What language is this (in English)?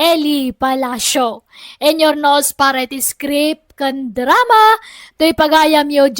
Iloko